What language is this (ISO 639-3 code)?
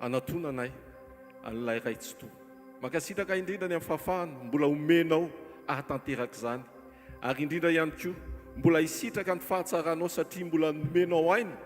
mlg